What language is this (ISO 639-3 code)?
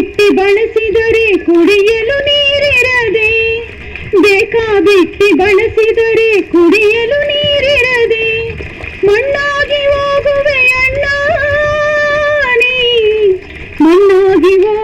kan